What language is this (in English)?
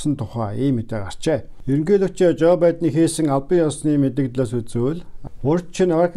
Mongolian